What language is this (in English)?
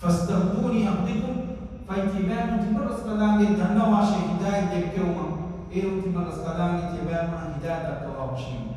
Divehi